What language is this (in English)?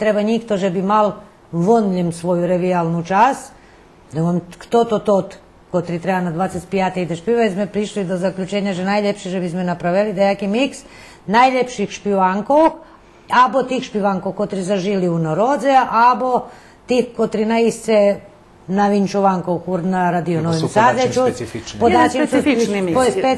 Rusyn